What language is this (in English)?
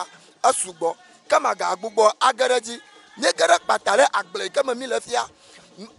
Ewe